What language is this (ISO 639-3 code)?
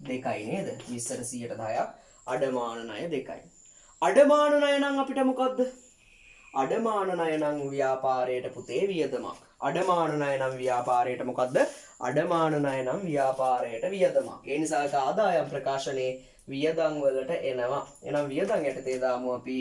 sin